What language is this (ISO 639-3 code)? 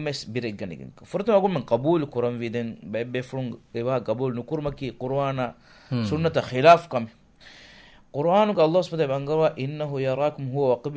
div